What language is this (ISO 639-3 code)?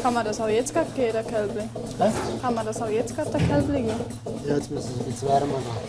roh